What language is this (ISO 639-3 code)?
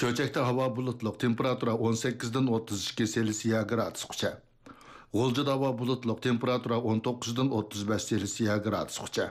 uig